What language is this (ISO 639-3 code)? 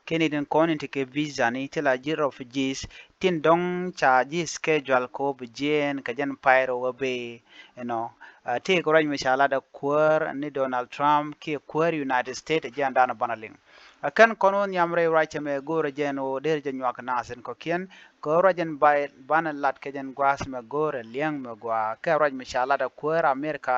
nus